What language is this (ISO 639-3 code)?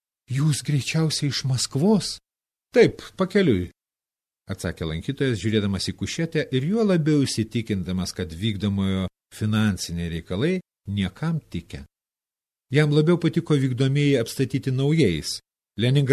lit